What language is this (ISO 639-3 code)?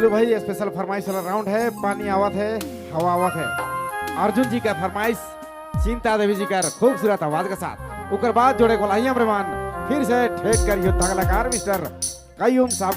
sck